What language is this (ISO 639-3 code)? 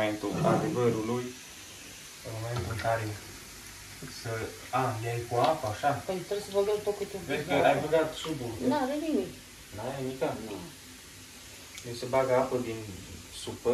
ron